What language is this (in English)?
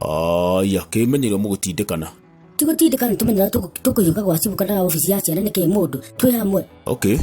Kikuyu